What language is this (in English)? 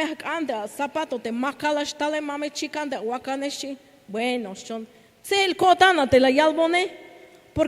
Tzeltal